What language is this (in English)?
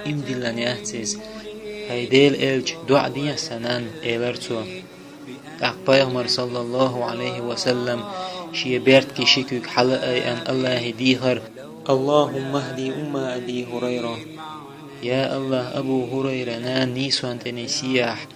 Chechen